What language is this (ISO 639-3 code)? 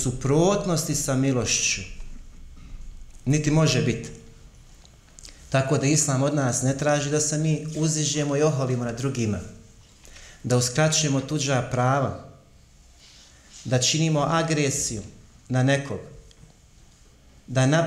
bos